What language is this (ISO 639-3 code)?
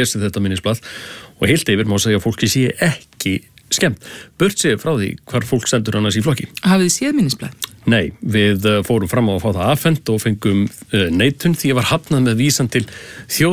isl